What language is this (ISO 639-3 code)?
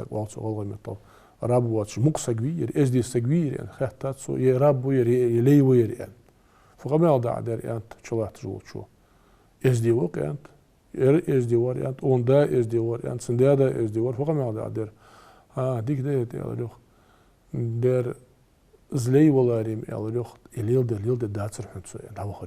inh